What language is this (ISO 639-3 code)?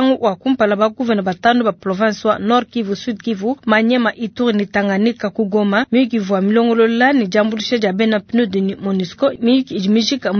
lua